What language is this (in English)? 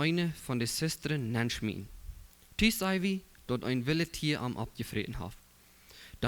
Plautdietsch